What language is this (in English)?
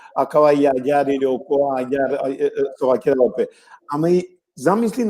Balkan Romani